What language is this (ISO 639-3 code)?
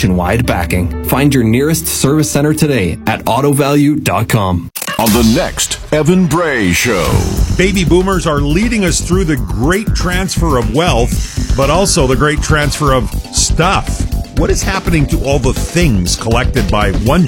eng